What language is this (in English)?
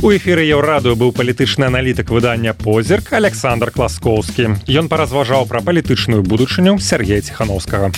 Belarusian